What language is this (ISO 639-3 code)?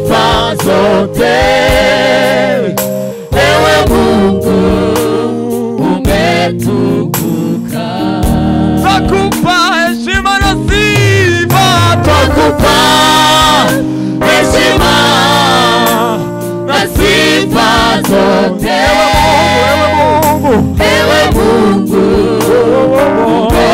swa